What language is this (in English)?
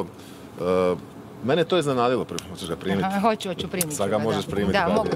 Croatian